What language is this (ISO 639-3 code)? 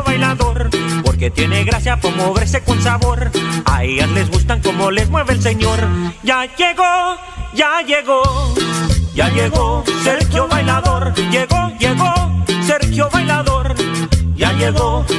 spa